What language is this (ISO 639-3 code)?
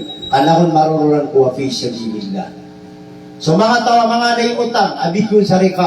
mrw